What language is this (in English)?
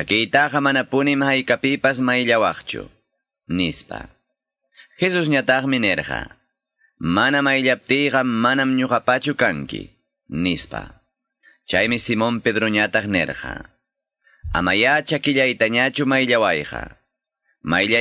Quechua